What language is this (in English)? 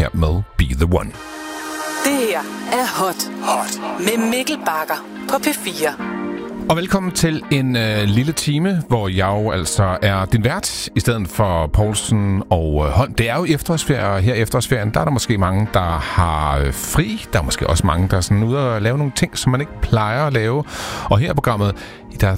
Danish